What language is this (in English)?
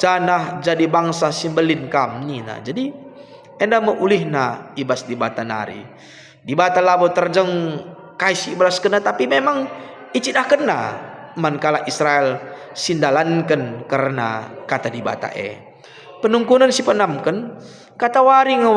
Batak Karo